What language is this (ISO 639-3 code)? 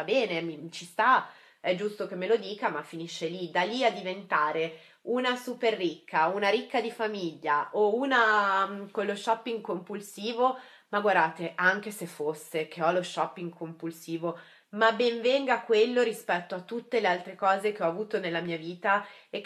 ita